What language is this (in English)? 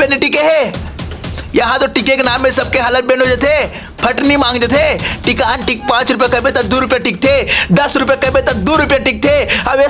Chhattisgarhi